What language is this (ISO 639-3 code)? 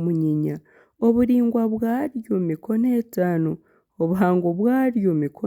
nyn